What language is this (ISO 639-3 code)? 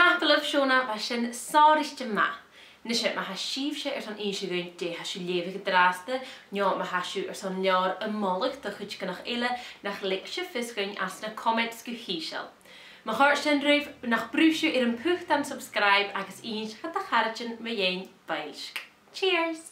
gla